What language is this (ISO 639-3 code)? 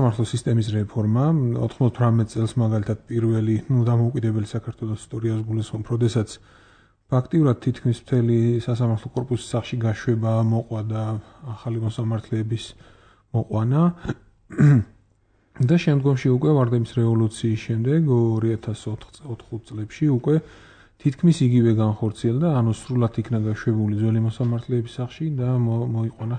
kat